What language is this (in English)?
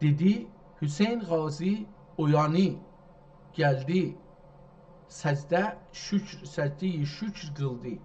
South Azerbaijani